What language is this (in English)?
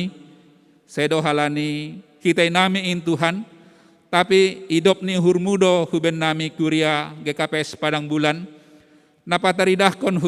Batak Simalungun